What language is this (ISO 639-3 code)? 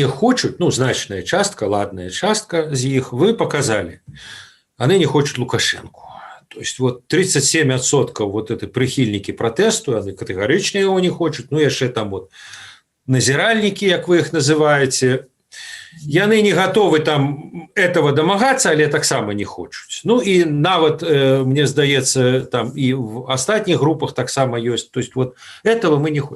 bel